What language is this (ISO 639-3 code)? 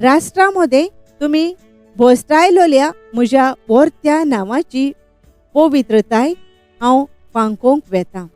kok